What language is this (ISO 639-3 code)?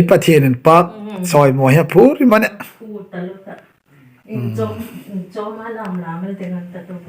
hmr